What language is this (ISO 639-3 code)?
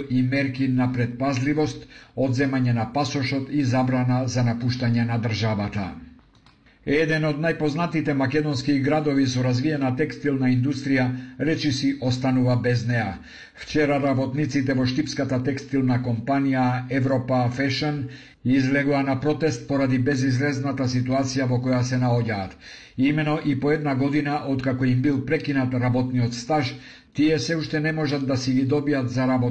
mkd